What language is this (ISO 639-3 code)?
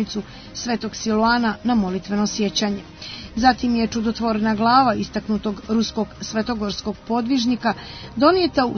hrv